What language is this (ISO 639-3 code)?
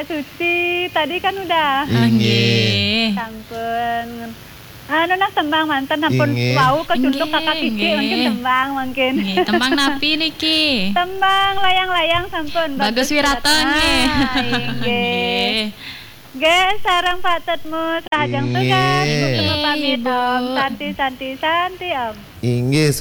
ban